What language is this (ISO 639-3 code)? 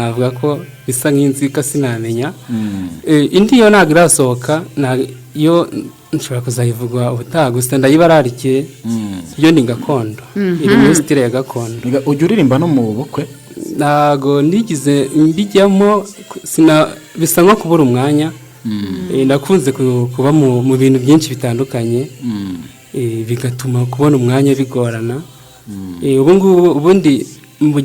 kin